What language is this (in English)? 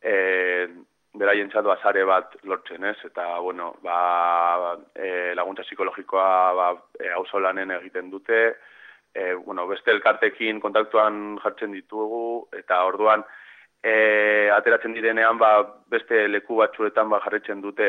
Basque